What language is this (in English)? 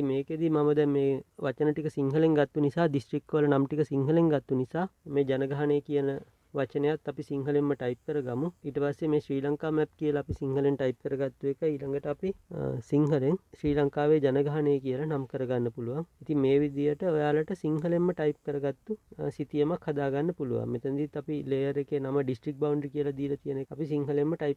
Sinhala